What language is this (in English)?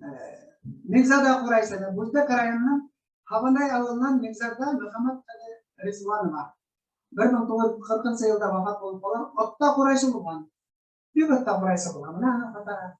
Bashkir